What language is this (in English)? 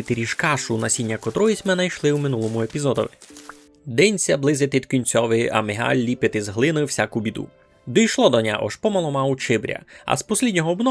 Rusyn